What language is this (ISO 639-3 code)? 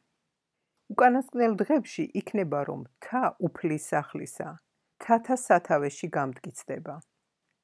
kat